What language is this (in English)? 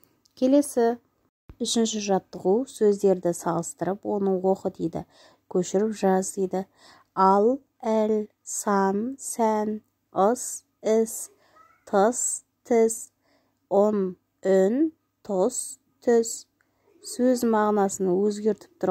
Kazakh